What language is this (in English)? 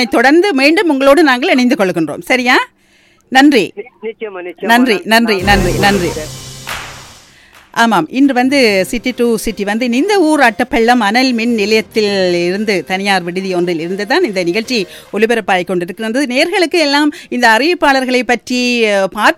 Tamil